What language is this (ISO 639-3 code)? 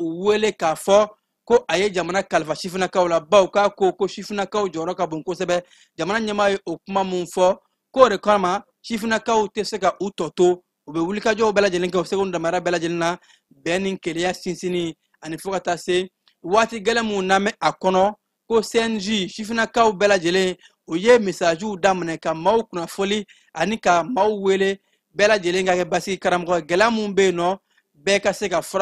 bam